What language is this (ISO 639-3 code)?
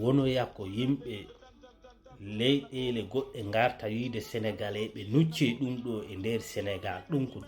ful